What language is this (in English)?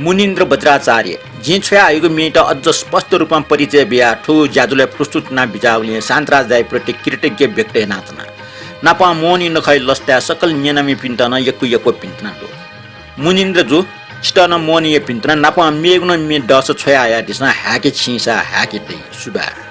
Newari